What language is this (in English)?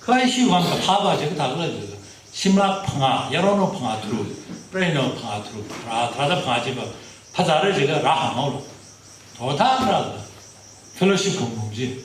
Tangkhul Naga (India)